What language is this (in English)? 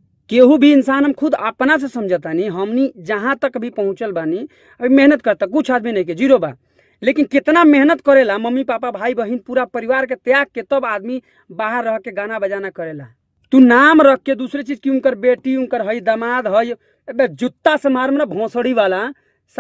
Bhojpuri